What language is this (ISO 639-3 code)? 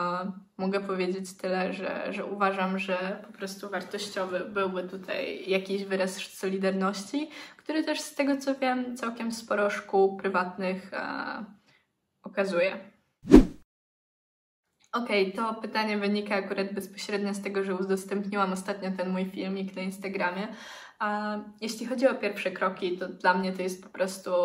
pol